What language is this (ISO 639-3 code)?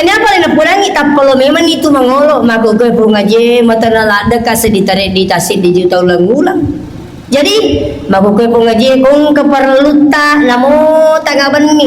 bug